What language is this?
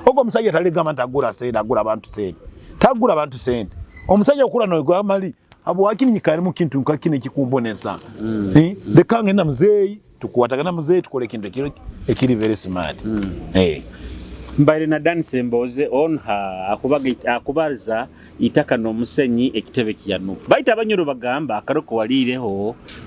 Nyoro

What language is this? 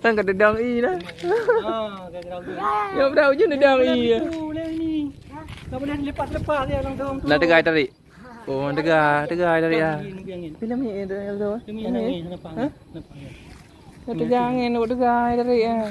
Achinese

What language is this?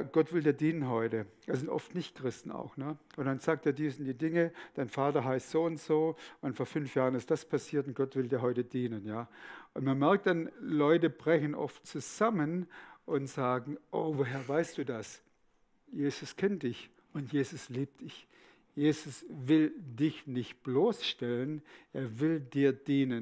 Swiss German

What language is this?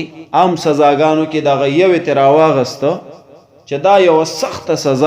Pashto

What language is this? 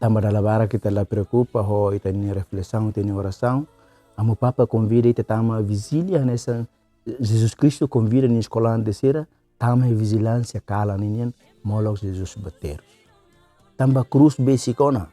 Tetum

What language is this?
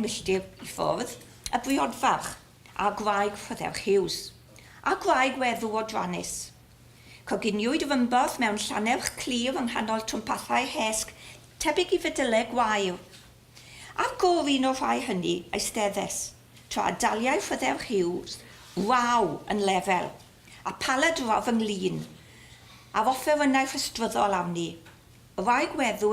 Welsh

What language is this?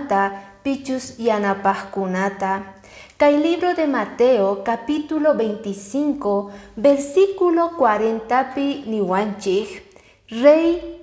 Quechua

